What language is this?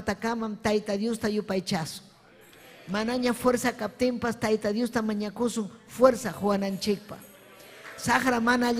Ayacucho Quechua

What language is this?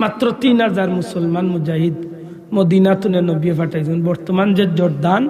Sylheti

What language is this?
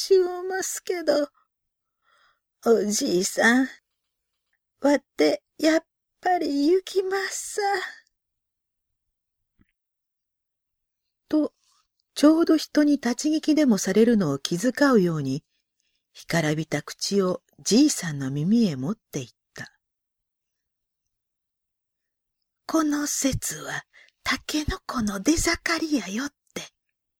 Japanese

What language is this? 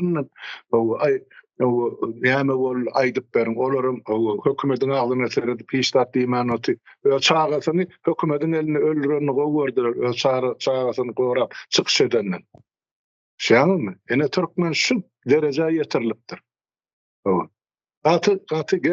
Turkmen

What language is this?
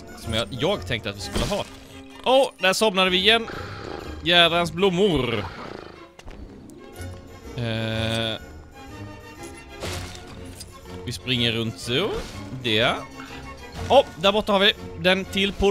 Swedish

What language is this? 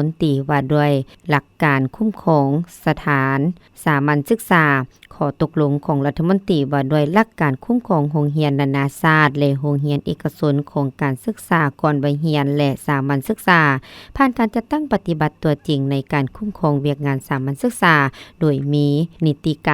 Lao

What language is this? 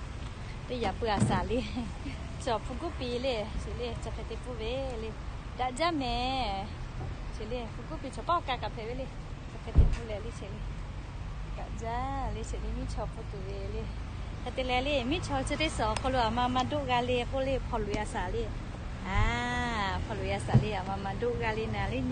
Lahu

